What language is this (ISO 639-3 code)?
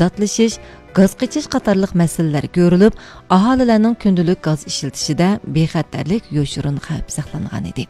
uig